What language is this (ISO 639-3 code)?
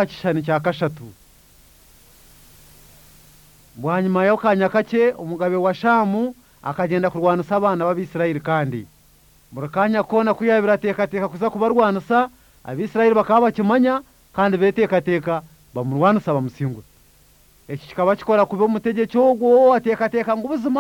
kin